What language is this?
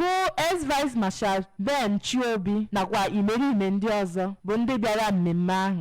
Igbo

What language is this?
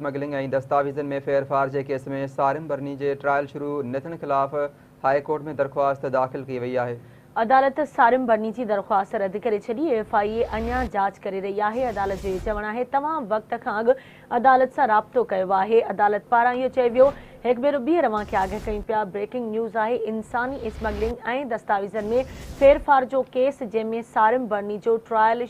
Sindhi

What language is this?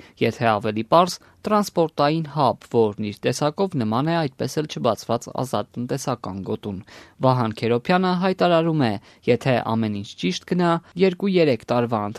Armenian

